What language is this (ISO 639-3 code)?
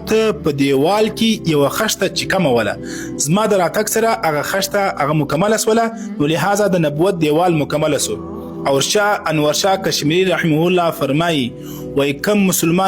pus